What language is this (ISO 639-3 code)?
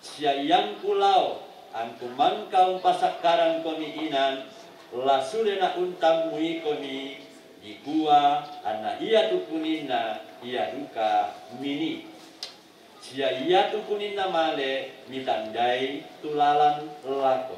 sda